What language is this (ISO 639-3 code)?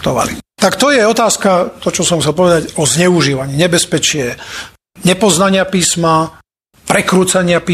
slk